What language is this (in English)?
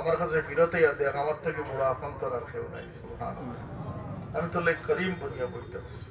Sylheti